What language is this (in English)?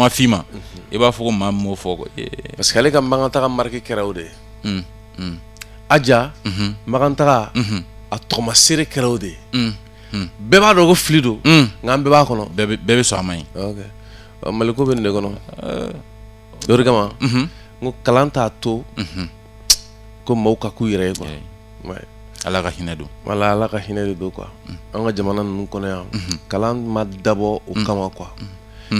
Bambara